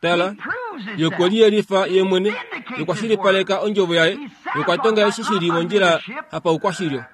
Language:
Kuanyama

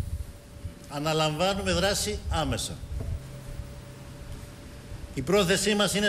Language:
Greek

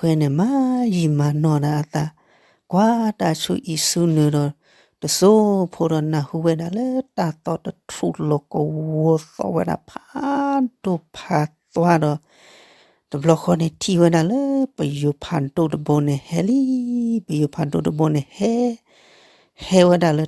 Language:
S'gaw Karen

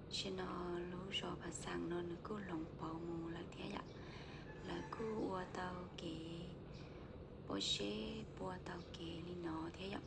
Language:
Hmong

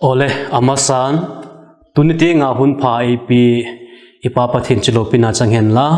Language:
Vaiphei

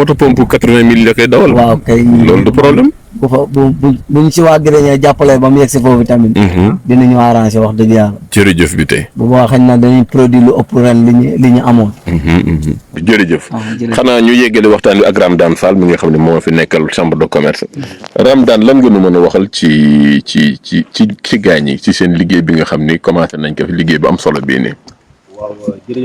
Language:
Wolof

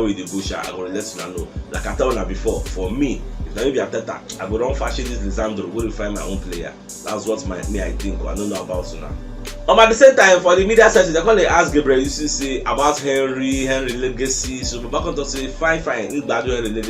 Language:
Nigerian Pidgin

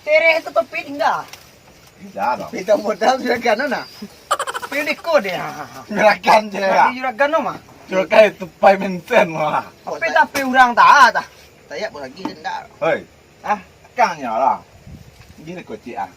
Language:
Minangkabau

